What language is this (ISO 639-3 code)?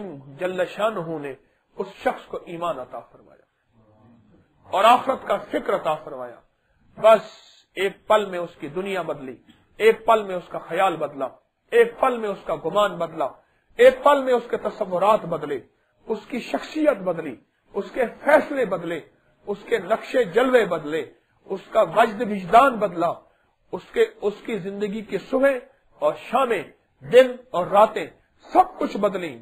urd